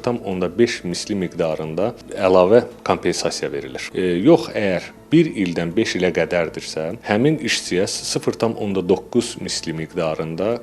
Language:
Azerbaijani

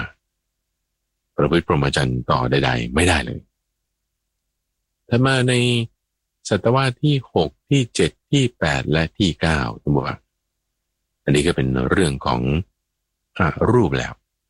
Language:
Thai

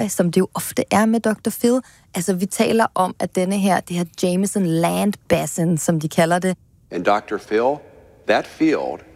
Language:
Danish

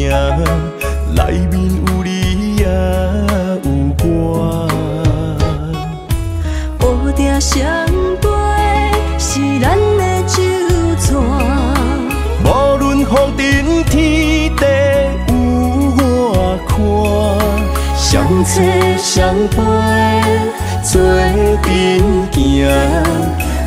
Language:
Min Nan Chinese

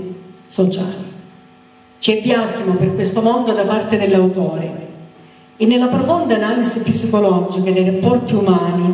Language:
Italian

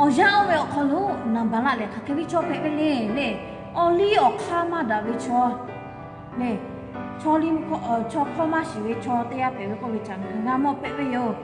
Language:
Lahu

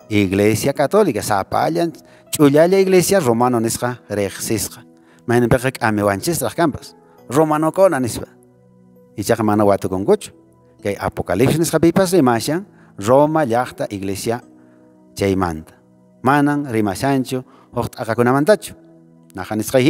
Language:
Quechua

